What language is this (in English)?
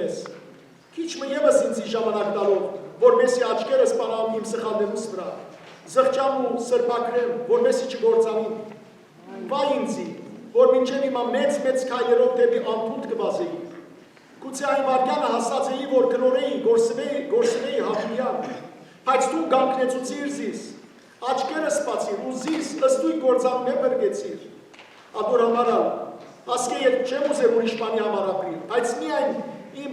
Western Armenian